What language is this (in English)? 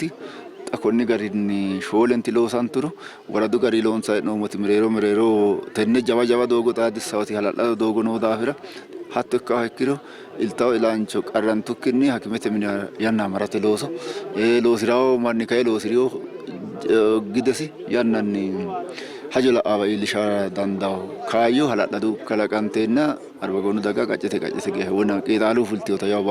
Sidamo